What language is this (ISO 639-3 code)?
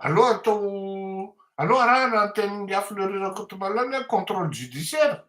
mlg